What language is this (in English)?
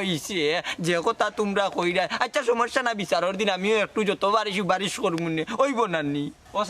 Sylheti